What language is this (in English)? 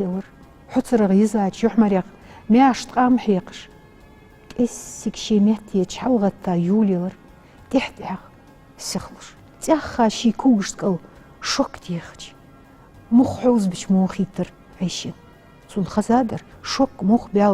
Ingush